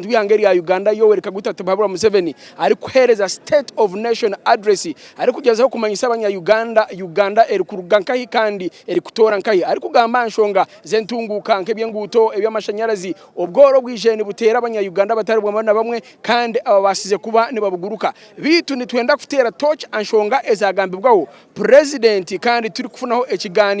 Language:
Nyankole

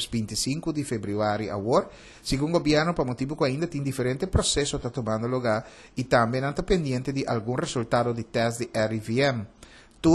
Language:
Papiamento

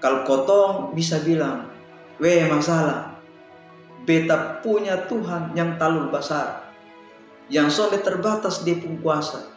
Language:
Kupang Malay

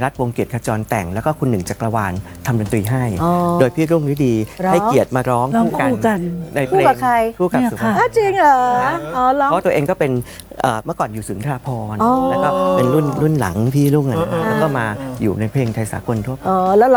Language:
Thai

